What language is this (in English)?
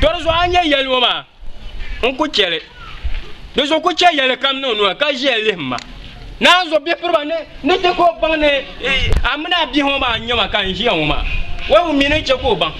Dagbani